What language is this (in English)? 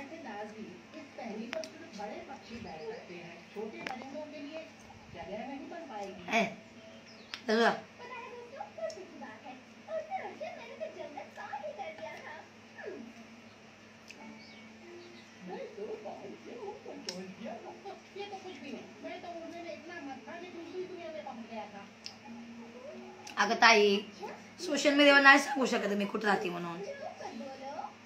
Marathi